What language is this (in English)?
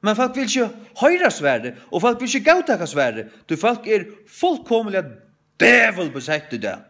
Faroese